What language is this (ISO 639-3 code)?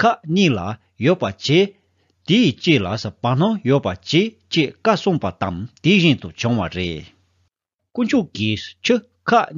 bod